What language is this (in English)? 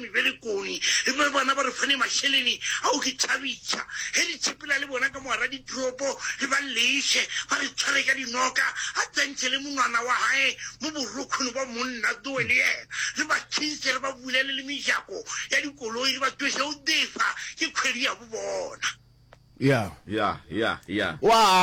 Northern Sotho